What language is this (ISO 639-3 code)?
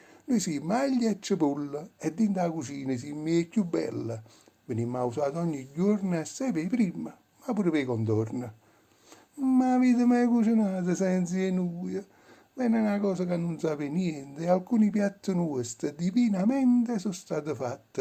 nap